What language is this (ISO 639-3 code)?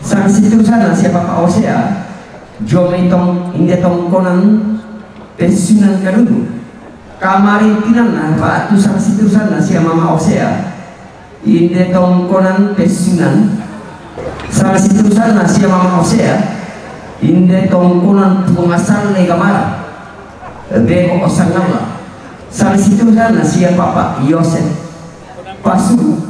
sda